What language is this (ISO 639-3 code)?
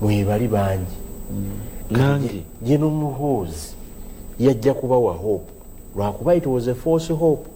lug